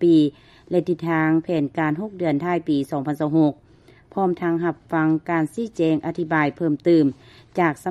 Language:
Lao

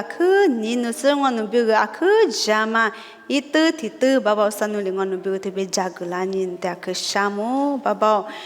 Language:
Lisu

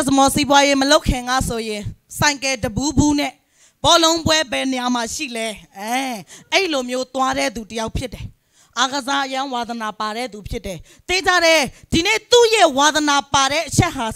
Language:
Burmese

